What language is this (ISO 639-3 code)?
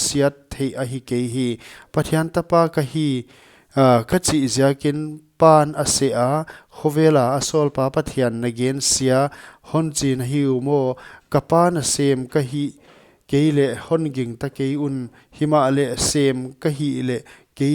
pck